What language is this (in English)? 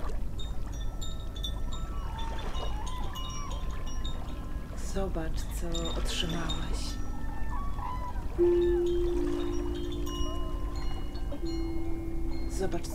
Polish